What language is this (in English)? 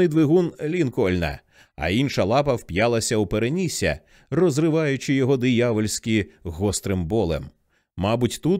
Ukrainian